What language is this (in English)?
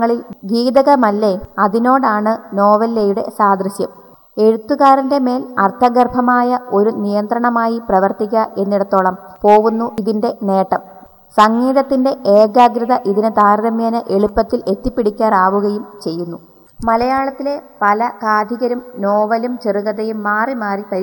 Malayalam